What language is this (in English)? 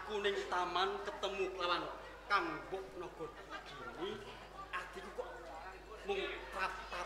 Javanese